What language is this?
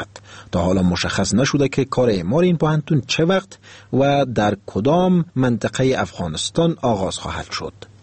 Persian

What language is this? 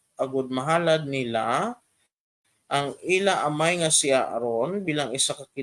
Hiligaynon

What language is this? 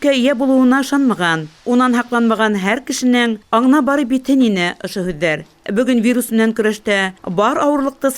Bashkir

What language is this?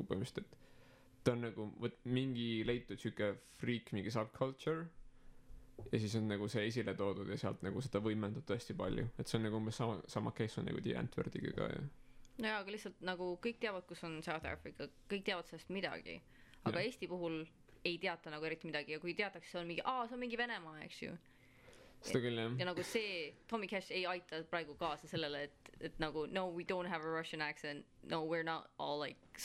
Estonian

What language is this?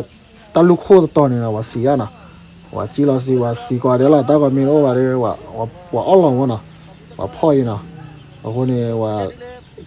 S'gaw Karen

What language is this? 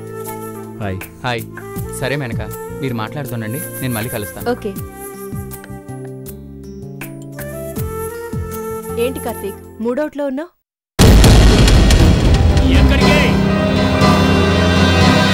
Telugu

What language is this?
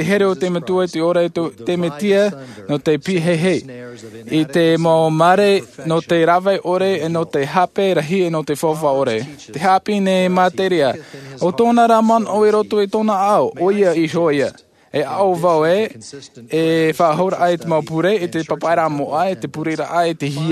Tahitian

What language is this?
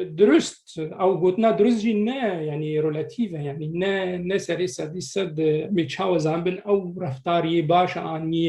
Kurdish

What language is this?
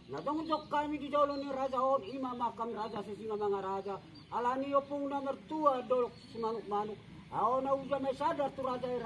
Batak Toba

